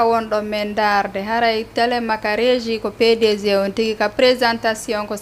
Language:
Fula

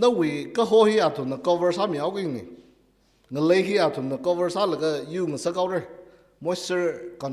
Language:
Tangkhul Naga (India)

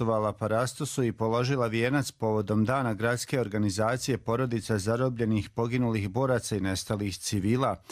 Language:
Croatian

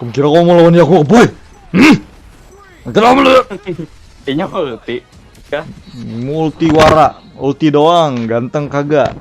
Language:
Banjar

